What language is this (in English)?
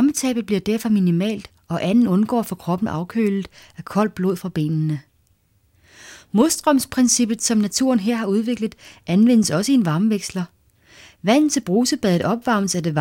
Danish